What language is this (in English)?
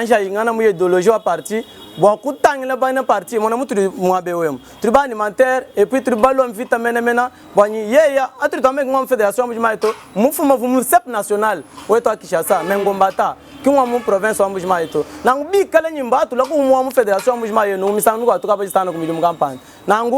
Luba-Lulua